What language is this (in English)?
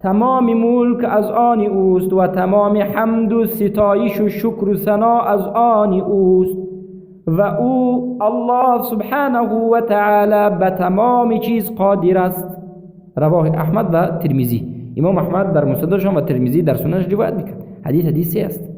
Persian